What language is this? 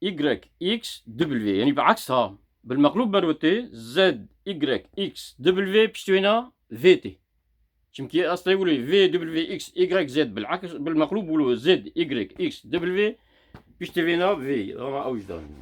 Kurdish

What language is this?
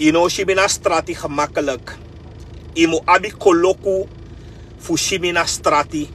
Sranan Tongo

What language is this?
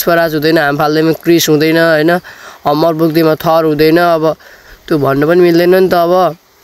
Nepali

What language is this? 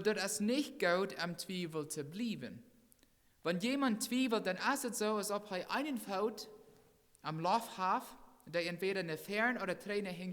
Plautdietsch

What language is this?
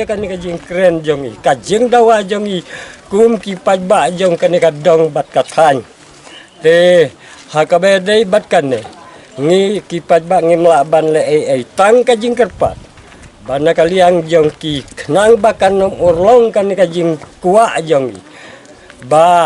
Khasi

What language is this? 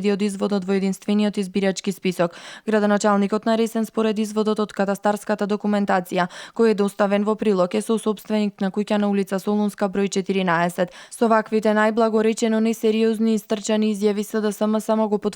Macedonian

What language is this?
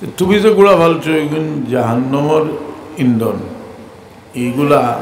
Sylheti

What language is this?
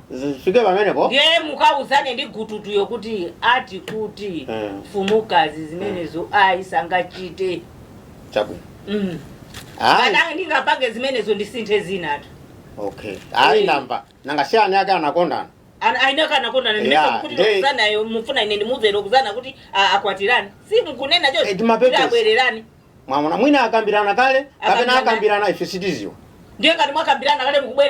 Nyanja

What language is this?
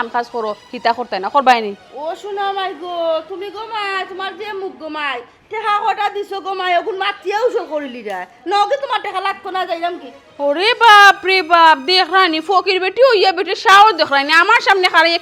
Sylheti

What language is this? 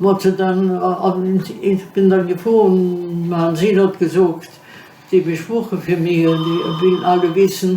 Yiddish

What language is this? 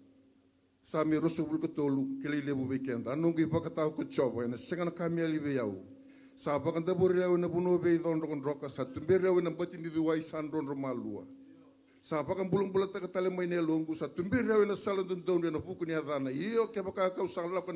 Fijian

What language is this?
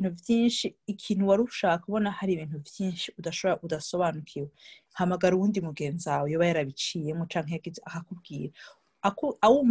Rundi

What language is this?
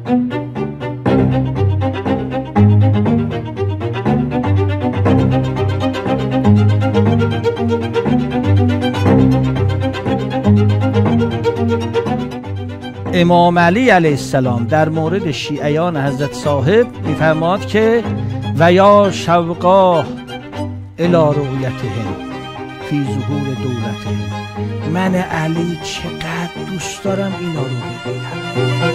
Persian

